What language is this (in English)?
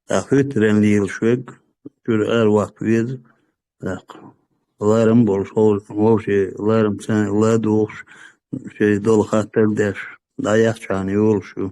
Chechen